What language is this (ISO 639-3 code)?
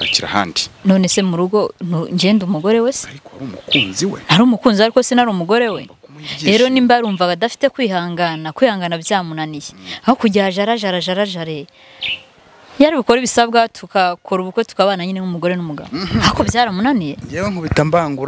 kin